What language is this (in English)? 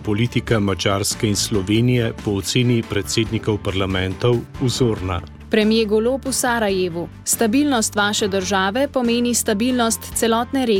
Slovenian